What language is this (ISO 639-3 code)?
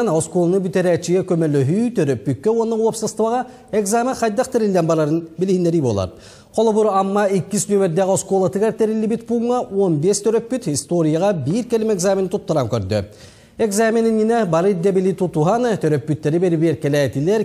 sah